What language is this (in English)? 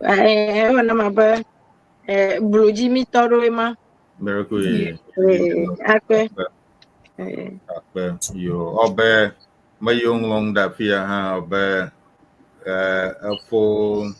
Ewe